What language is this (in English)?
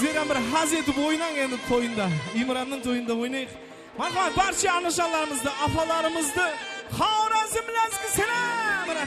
Kara-Kalpak